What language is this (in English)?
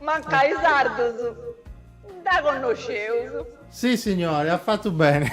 Sardinian